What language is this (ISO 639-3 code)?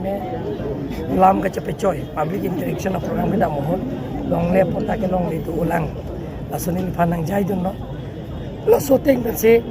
mjw